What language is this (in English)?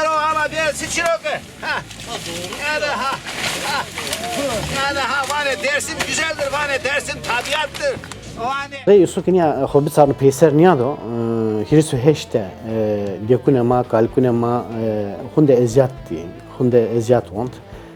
Zaza